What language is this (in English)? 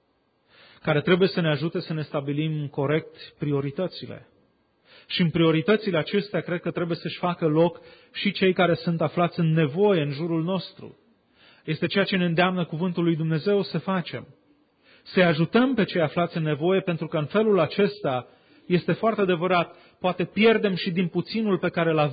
Romanian